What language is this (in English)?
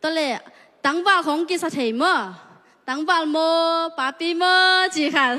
Tedim Chin